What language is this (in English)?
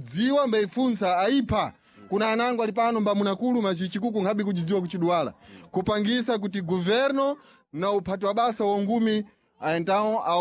Sena